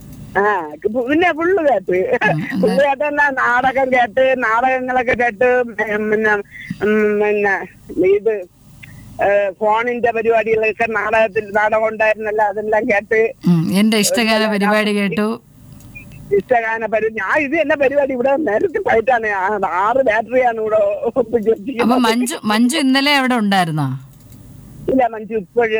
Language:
Malayalam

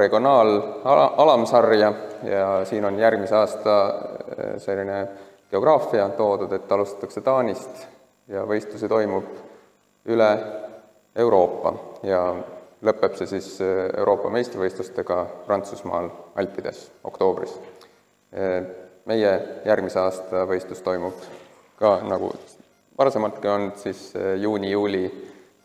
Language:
Estonian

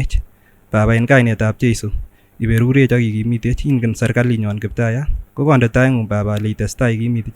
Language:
Kipsigis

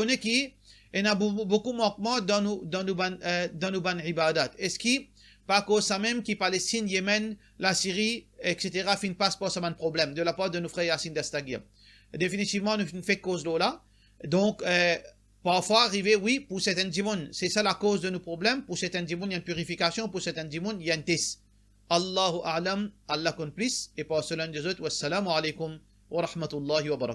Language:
Morisyen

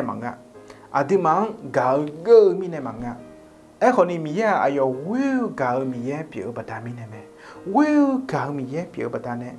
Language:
Akha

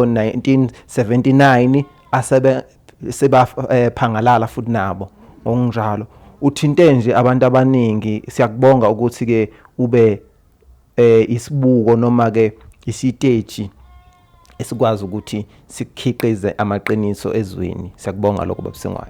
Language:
Zulu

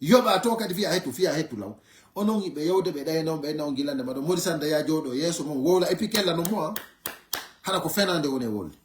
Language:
Fula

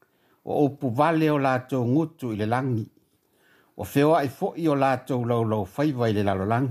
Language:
Samoan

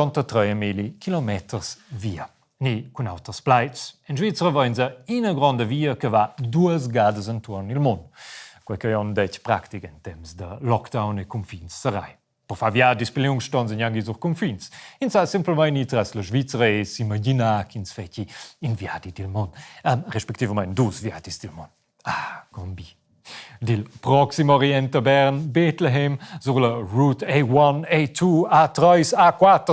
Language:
Romansh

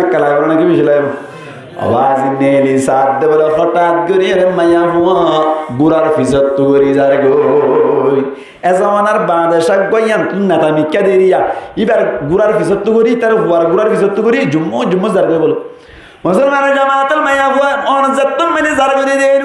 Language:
Rohingya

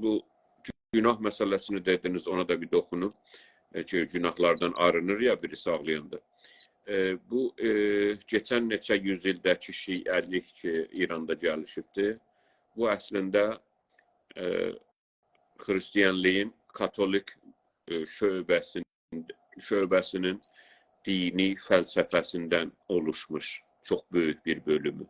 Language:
South Azerbaijani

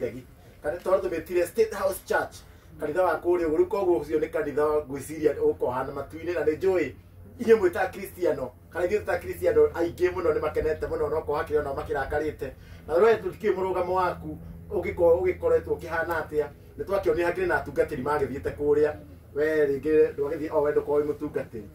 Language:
Kikuyu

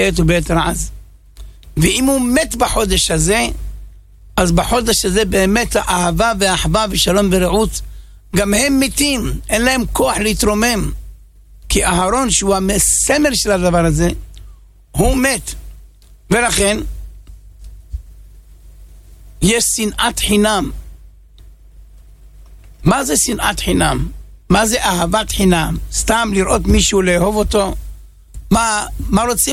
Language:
Hebrew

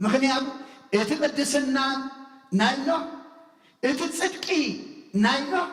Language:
Tigrinya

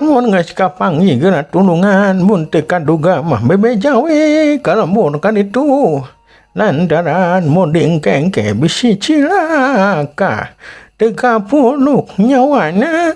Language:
Sundanese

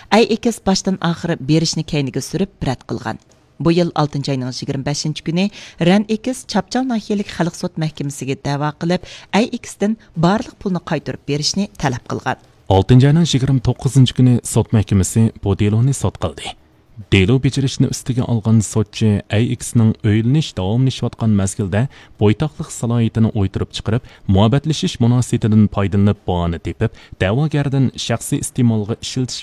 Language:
Uyghur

